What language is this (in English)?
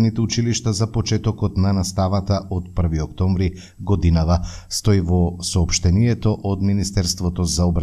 Macedonian